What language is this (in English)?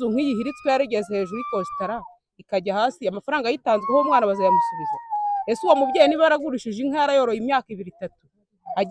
Kinyarwanda